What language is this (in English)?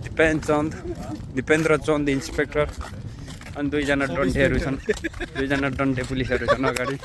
Nepali